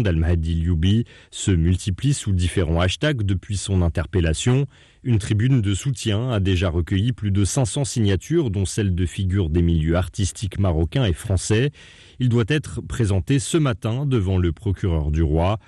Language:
French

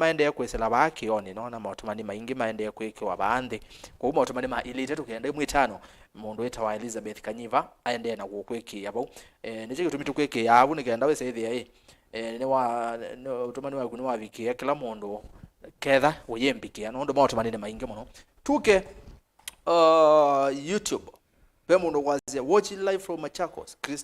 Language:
Kamba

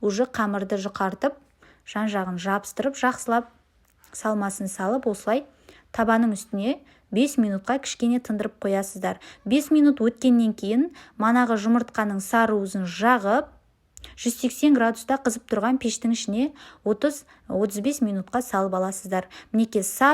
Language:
Kazakh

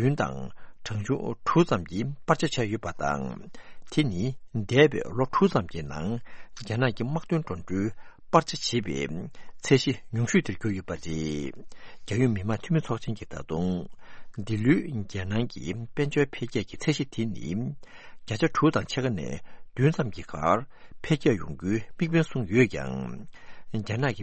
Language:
Tibetan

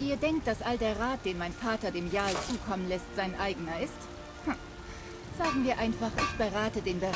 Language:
Bavarian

